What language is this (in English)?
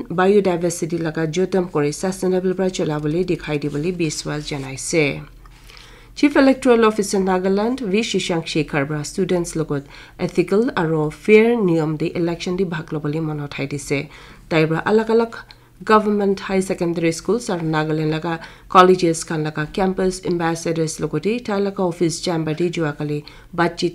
Naga Pidgin